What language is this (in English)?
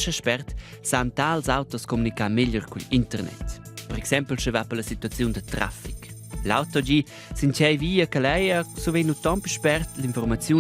Romansh